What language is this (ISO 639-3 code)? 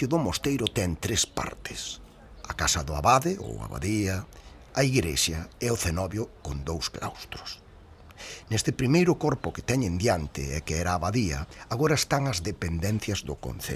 glg